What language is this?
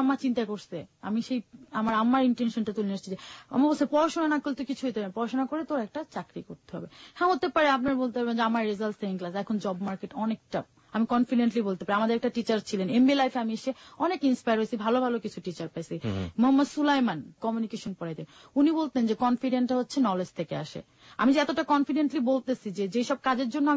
Bangla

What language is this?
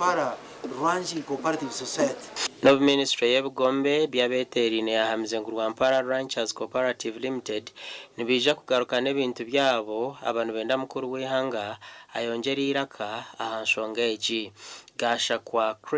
Nyankole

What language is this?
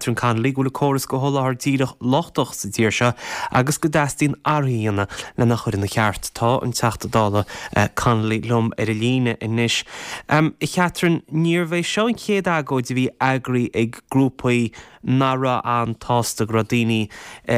Irish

